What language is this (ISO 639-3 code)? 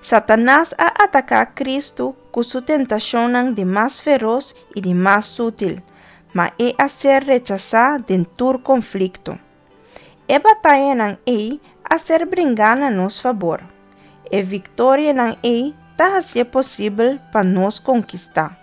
pap